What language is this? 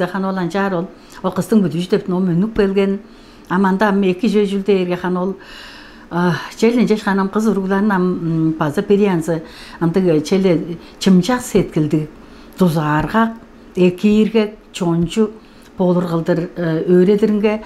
Tuvinian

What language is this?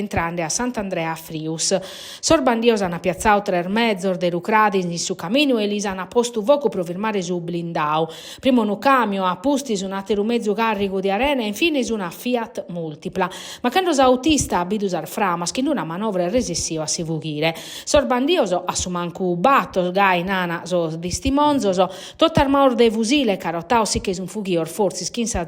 Sardinian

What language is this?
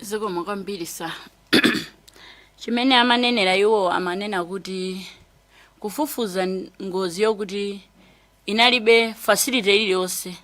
Nyanja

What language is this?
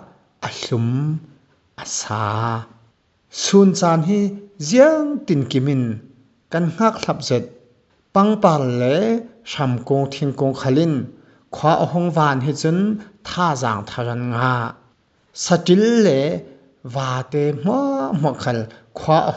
Falam Chin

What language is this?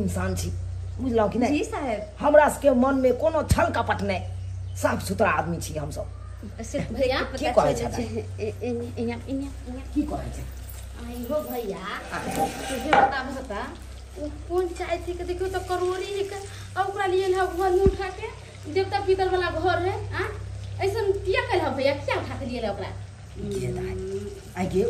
Maithili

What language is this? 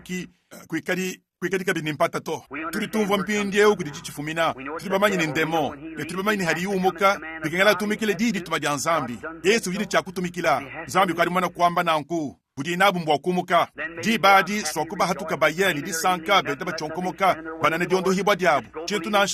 Luba-Lulua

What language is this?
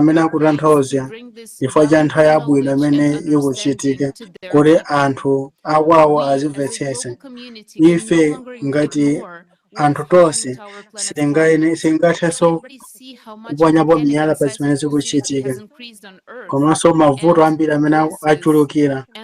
Nyanja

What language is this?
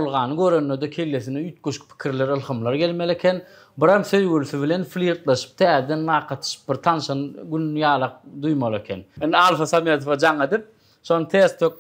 Turkmen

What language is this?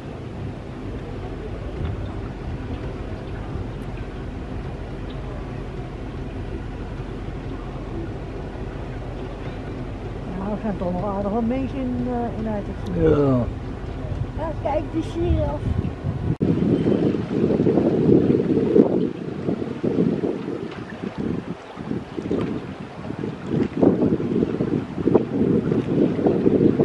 Dutch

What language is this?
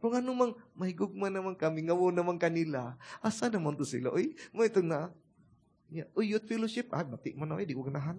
Cebuano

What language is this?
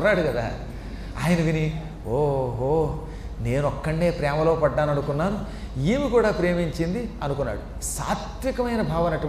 Telugu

